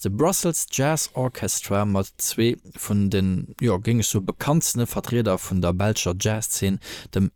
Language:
Luxembourgish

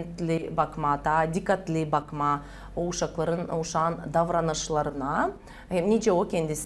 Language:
Gagauz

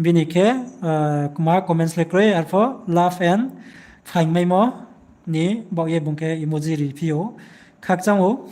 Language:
Riang (India)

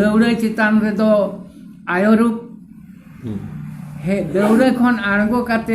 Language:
Santali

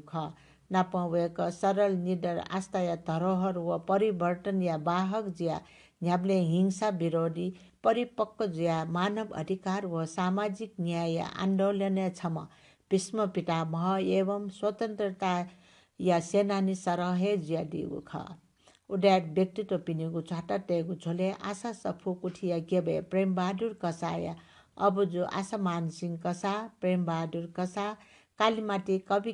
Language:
Newari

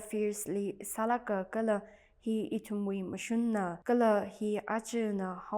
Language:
Tangkhul Naga (India)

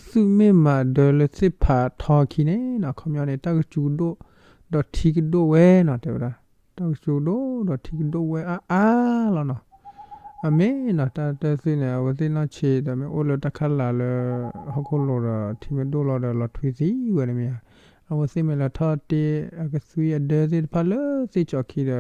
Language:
S'gaw Karen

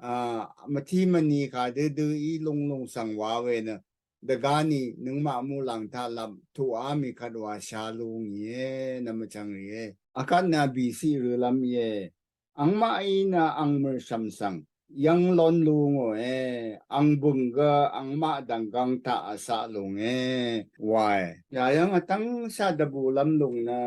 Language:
Rawang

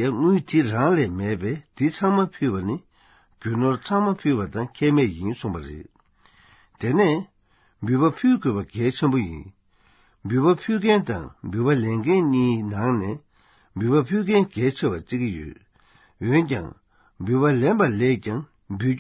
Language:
Tibetan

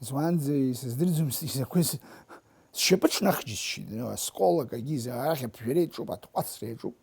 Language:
Abkhazian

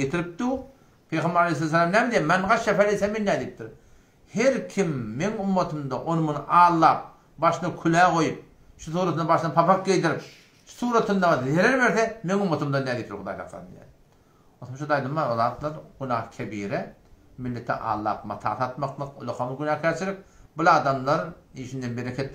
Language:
Turkmen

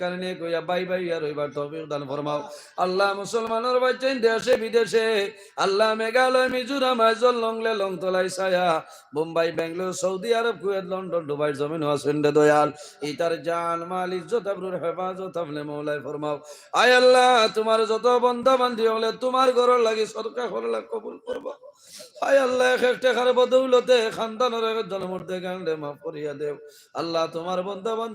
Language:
Sylheti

